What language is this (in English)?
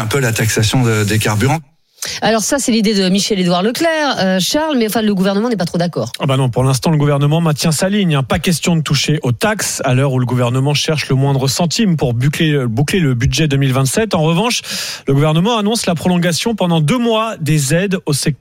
French